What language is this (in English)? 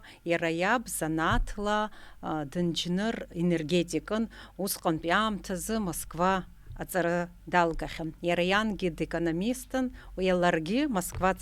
Abkhazian